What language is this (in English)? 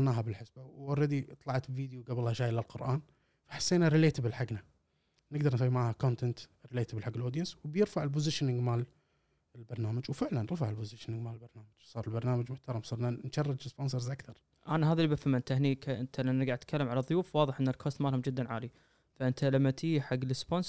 Gulf Arabic